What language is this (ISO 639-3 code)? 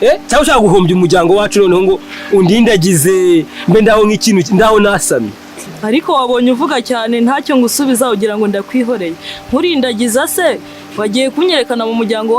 kin